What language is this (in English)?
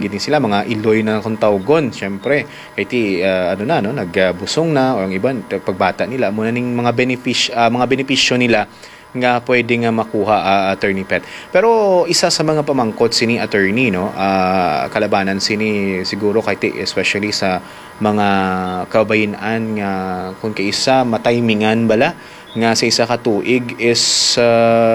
Hiligaynon